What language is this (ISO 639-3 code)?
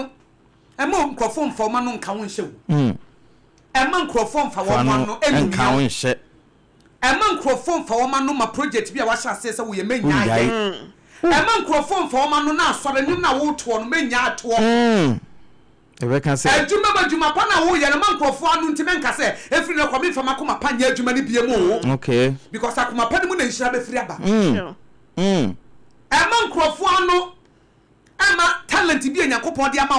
aka